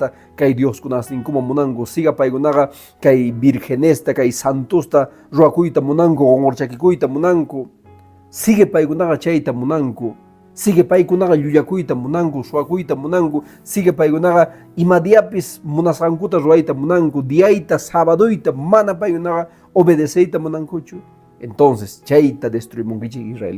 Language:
Quechua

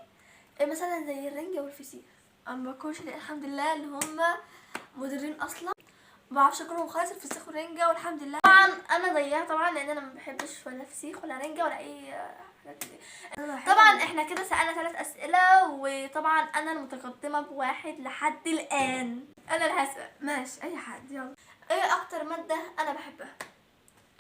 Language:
Egyptian Arabic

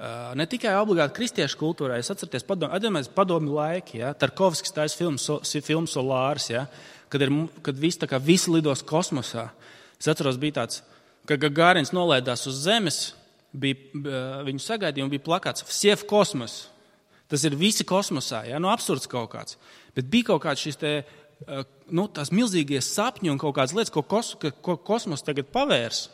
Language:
Latvian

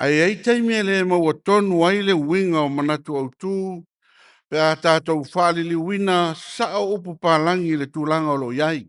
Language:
Samoan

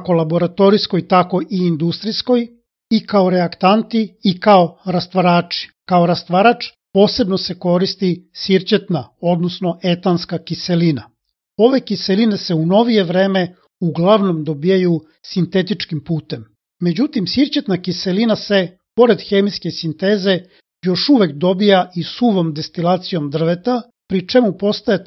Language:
Serbian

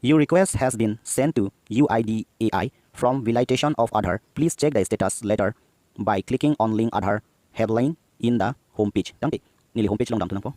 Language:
Karbi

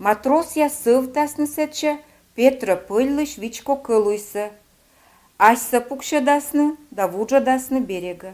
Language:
Komi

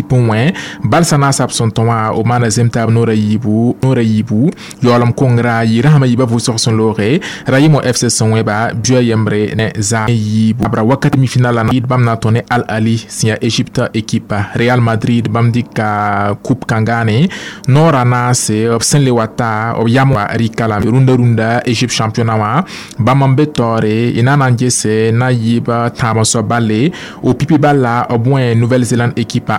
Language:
Mossi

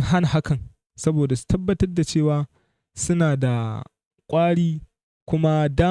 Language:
Hausa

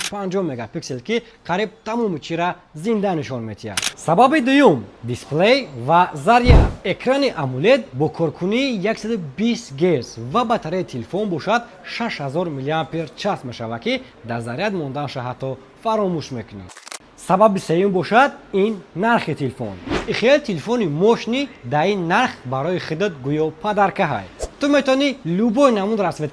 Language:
Tajik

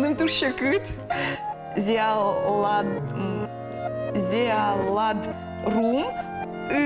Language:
Udmurt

